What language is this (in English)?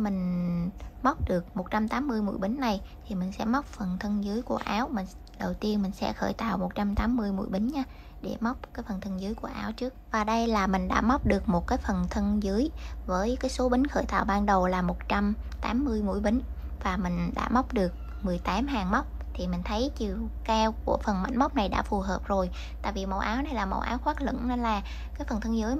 Vietnamese